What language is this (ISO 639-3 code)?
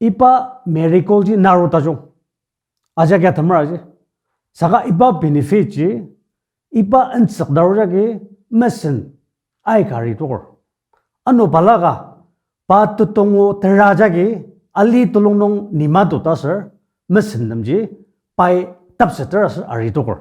njo